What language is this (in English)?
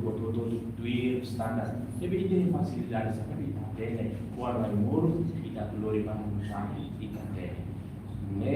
Tetum